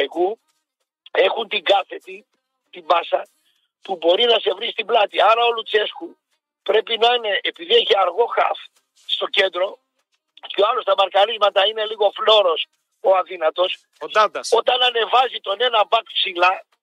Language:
Greek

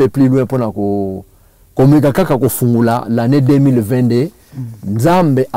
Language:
Lingala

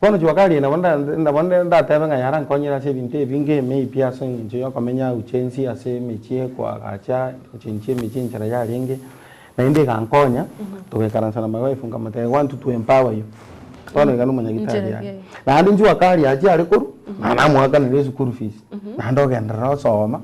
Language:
Gusii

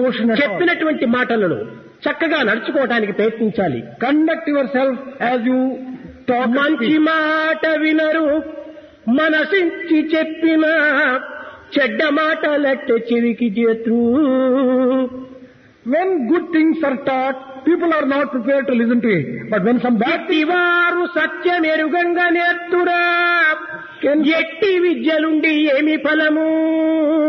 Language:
Telugu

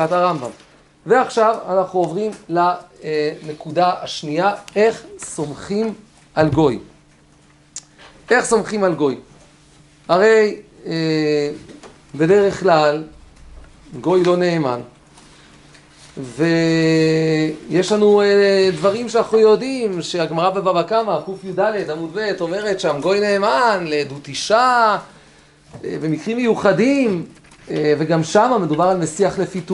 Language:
Hebrew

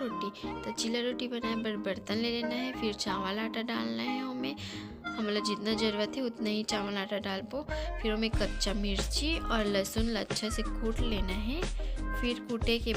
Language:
Chhattisgarhi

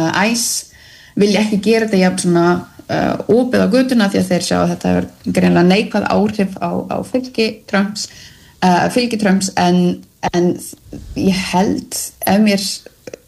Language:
Icelandic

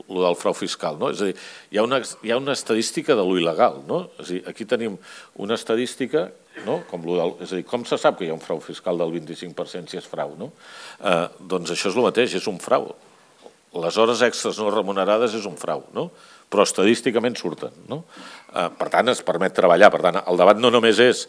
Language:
Catalan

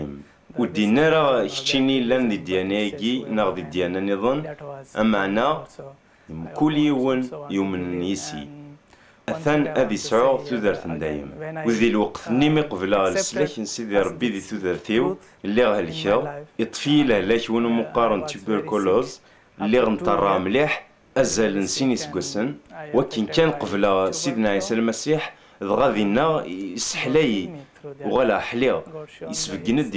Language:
Kabyle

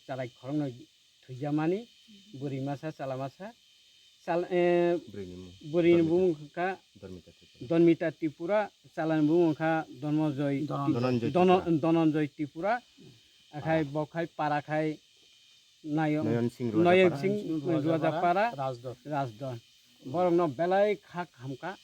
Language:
Kok Borok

